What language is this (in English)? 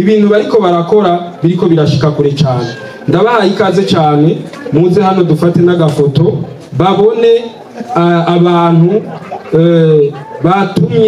Rundi